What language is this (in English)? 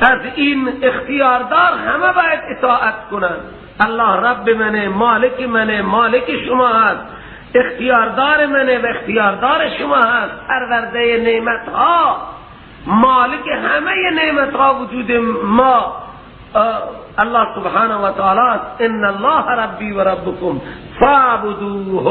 Persian